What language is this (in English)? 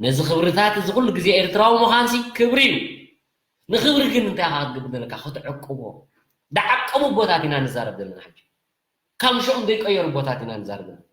Tigrinya